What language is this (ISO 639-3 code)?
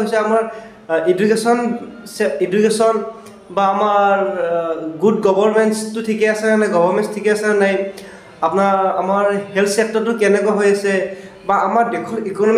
asm